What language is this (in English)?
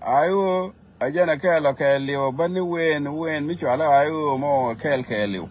Nuer